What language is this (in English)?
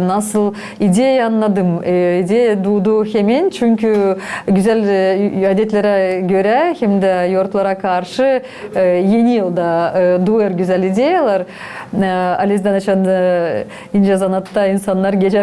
Gagauz